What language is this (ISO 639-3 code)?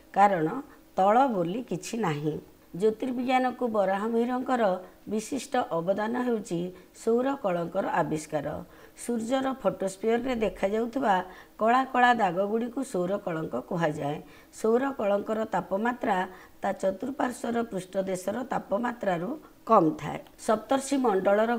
ori